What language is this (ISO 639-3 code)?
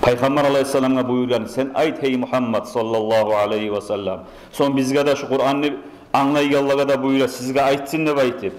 kum